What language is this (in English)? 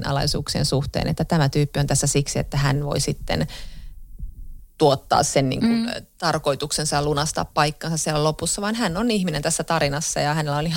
Finnish